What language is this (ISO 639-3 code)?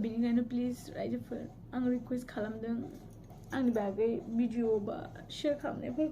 brx